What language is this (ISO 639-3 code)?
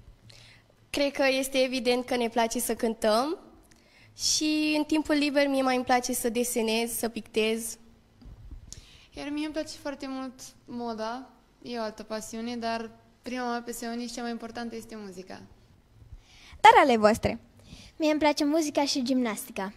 ron